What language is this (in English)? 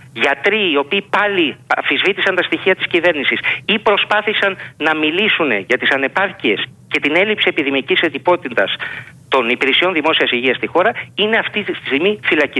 Greek